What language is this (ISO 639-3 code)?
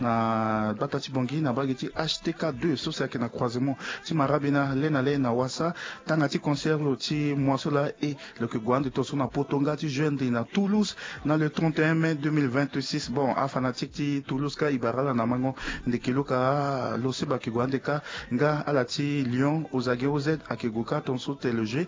sag